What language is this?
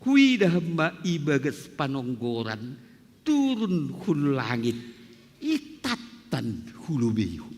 Batak Simalungun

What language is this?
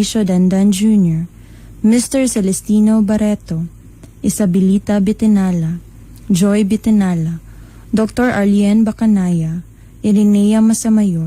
Cebuano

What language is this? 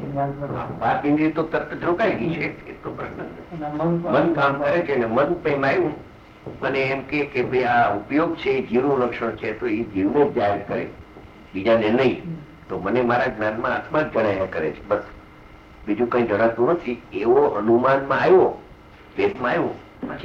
Gujarati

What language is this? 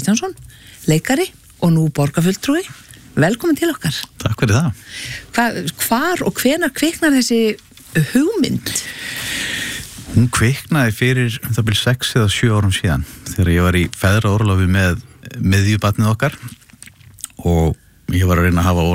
Icelandic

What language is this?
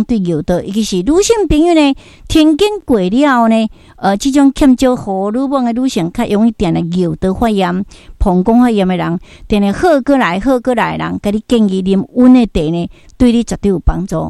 Min Nan Chinese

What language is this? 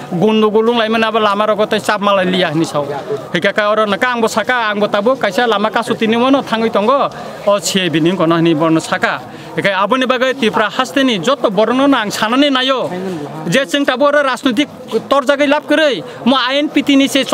Kok Borok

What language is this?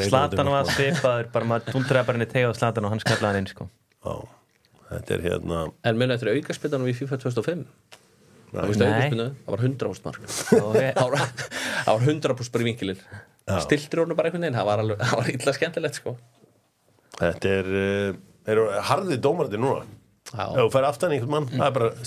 Icelandic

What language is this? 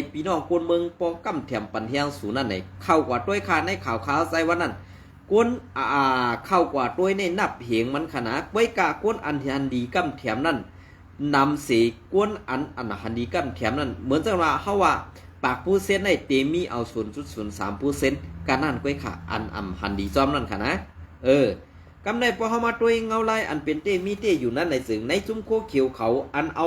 Shan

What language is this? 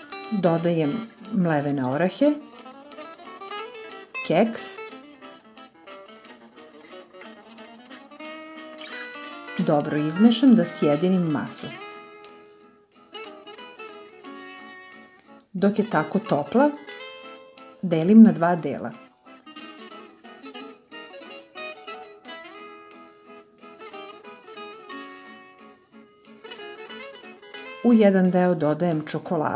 Serbian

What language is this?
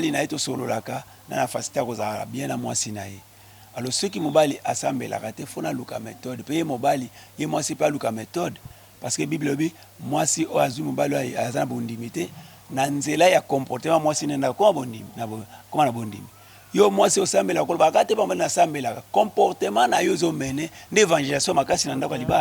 Lingala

